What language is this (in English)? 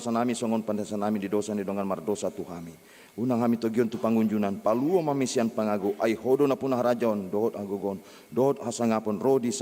Batak Toba